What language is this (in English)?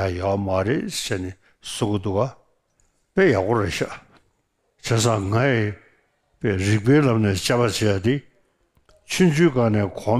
Tibetan